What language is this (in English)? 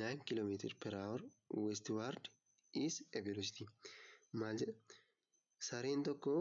Oromo